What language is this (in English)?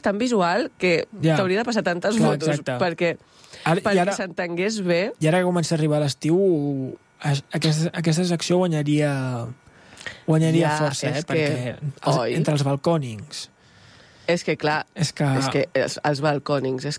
Catalan